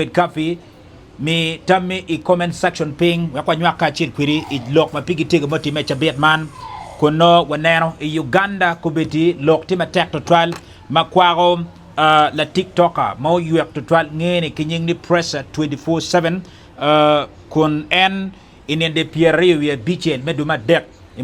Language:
Acoli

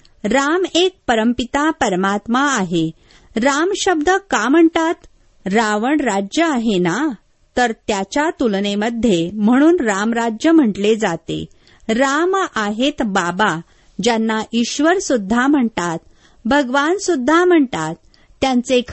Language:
Marathi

